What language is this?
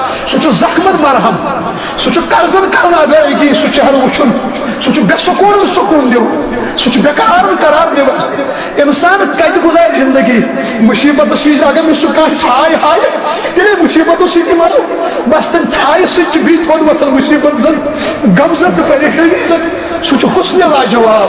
Kashmiri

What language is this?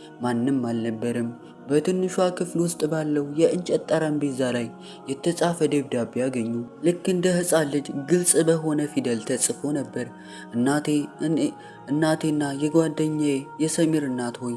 Amharic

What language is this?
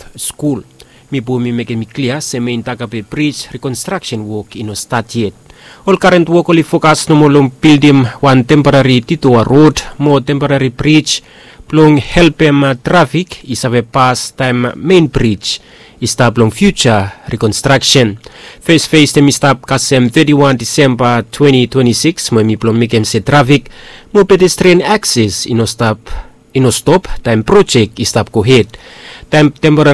Bislama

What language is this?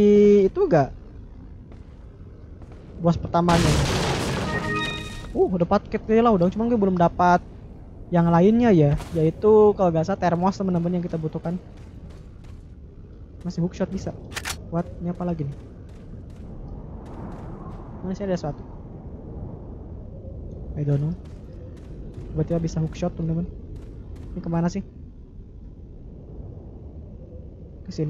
Indonesian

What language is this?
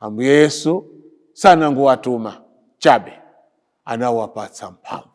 Nyanja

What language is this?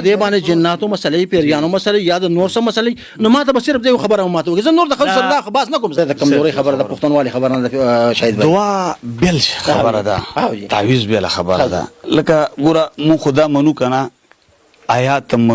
Pashto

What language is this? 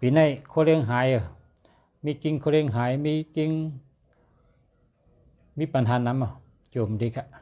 Shan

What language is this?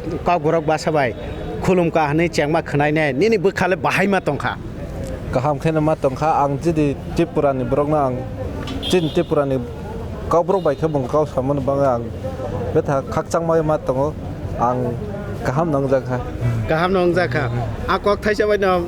Kok Borok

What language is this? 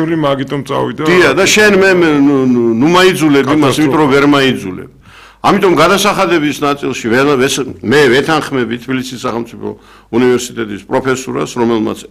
Georgian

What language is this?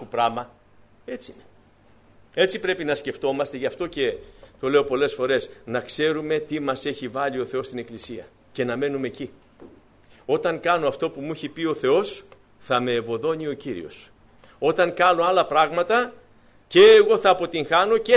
Greek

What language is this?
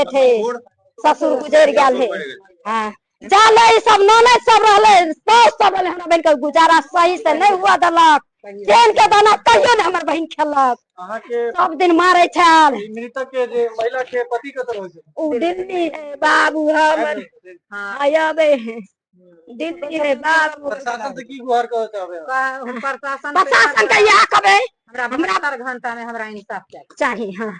Maithili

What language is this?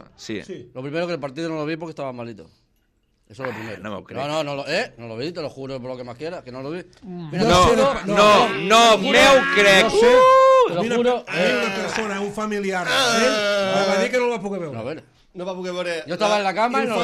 Catalan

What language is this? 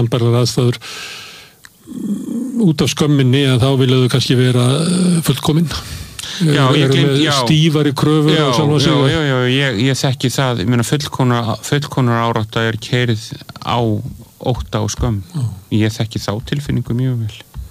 Icelandic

